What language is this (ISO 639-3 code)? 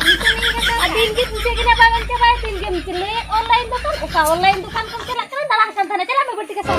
sat